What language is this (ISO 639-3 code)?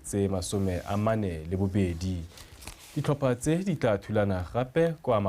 tsn